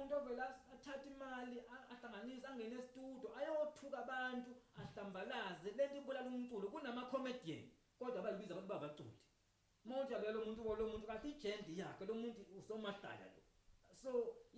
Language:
Zulu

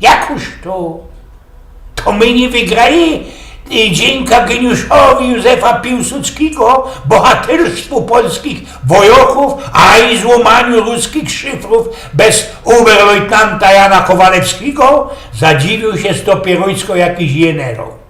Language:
Silesian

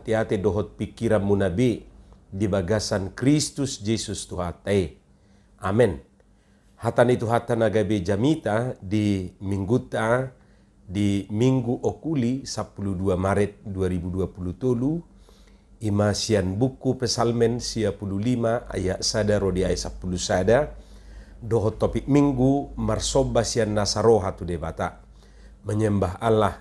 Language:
Batak Toba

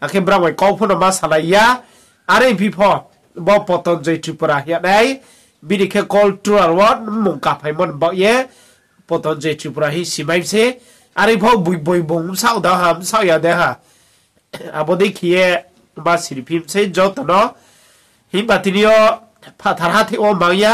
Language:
Riang (India)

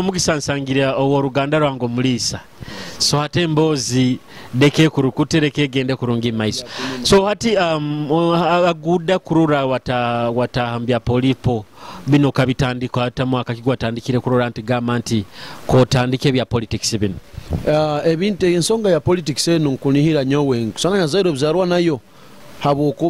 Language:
Nyoro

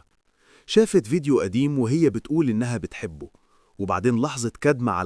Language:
Egyptian Arabic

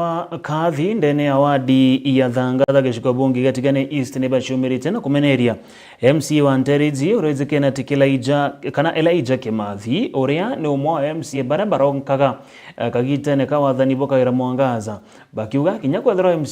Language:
Meru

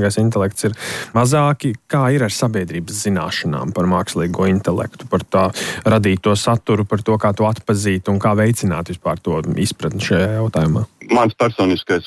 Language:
Latvian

